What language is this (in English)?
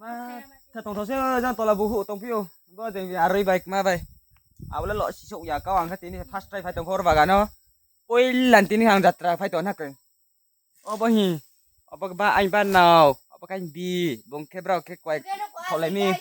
Riang (India)